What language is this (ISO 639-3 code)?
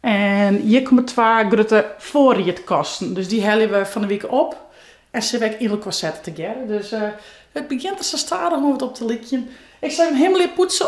fry